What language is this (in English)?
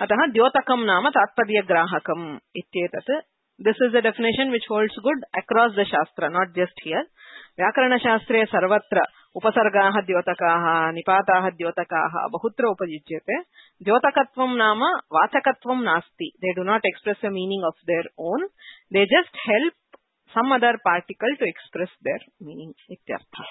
Sanskrit